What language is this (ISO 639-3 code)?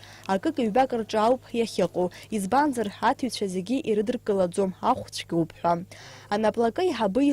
abk